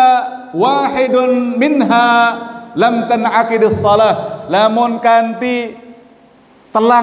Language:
Sasak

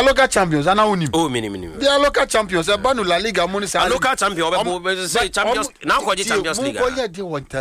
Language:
Akan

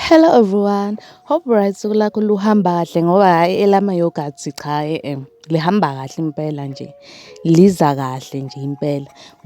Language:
Zulu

